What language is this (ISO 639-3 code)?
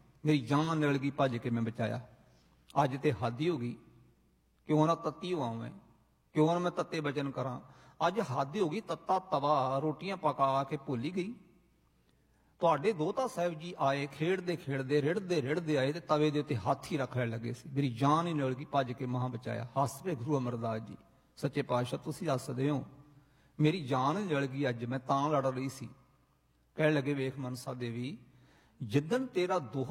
pan